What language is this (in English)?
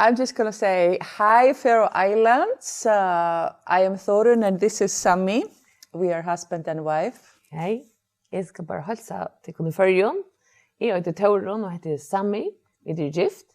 Faroese